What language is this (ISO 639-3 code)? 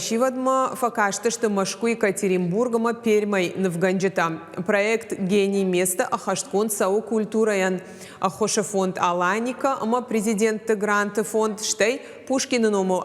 oss